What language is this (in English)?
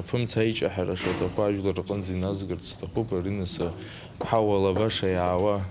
Abkhazian